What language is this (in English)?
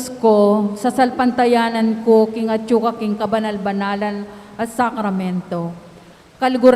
Pampanga